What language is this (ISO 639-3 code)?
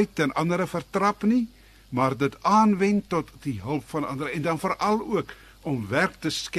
afr